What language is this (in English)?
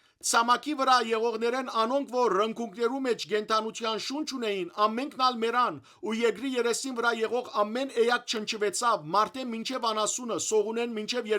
Western Armenian